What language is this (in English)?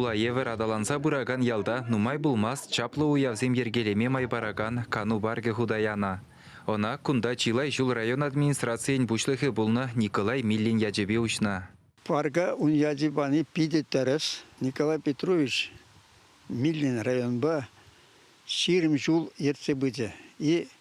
Chuvash